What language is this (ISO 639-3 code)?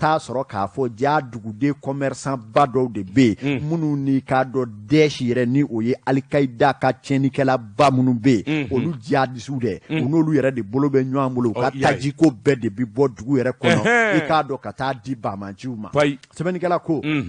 bam